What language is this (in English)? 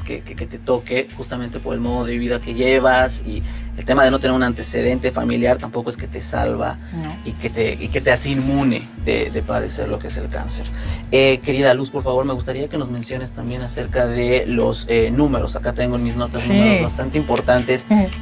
Spanish